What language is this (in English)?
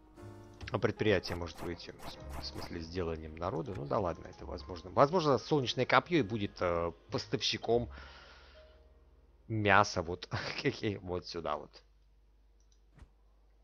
Russian